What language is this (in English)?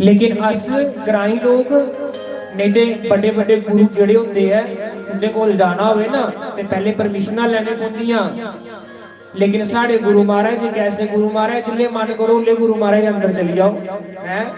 Dogri